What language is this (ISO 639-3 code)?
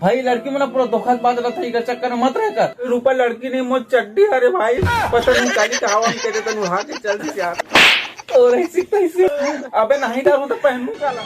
hne